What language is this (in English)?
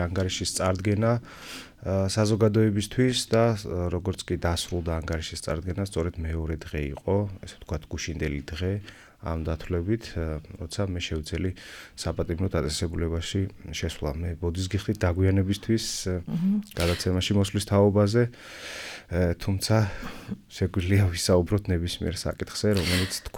Georgian